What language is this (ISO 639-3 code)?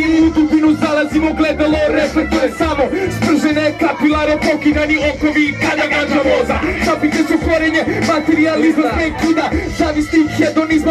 srp